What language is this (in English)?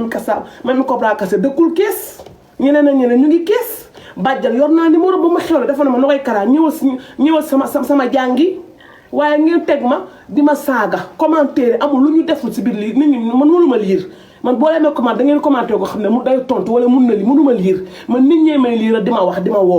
Wolof